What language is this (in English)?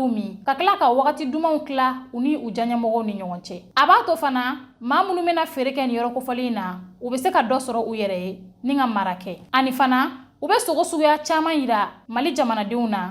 Bambara